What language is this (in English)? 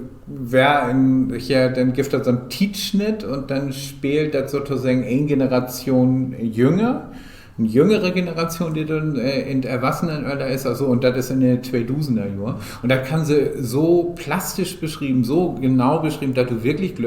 Low German